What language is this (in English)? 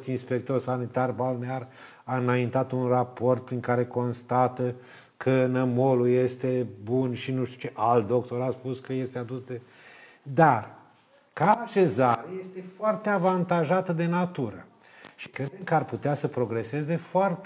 Romanian